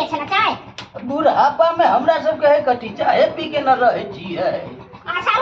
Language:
Maithili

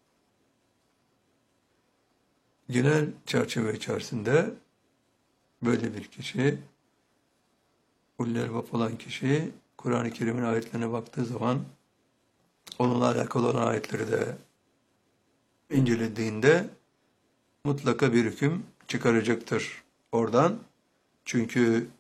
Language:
Turkish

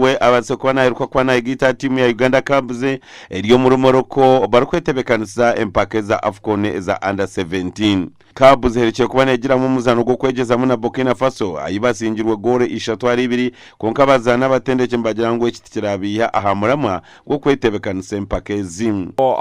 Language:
Nyankole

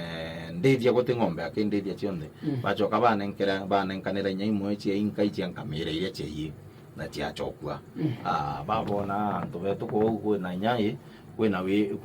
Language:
Meru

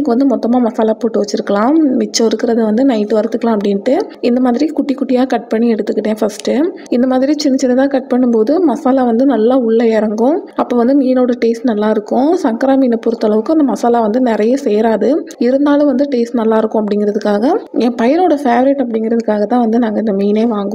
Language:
Tamil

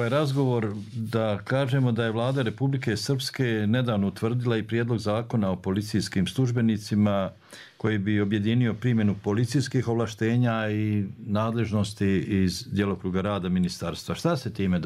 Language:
Bosnian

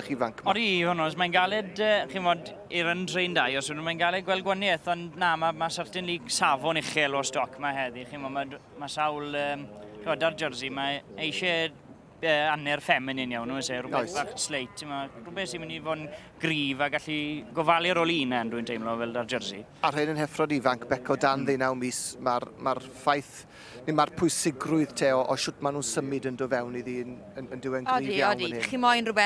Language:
Welsh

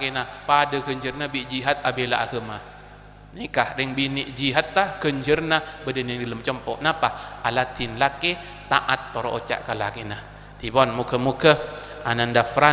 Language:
Madurese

